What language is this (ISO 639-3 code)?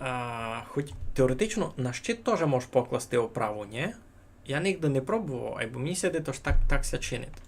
rue